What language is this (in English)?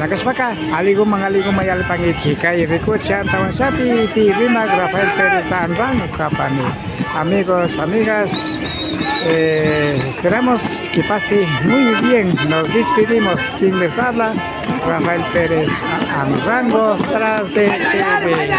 Imbabura Highland Quichua